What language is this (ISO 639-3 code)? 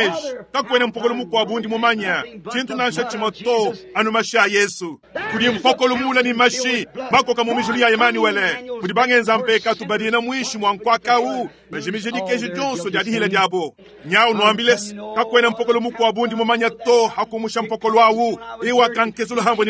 lua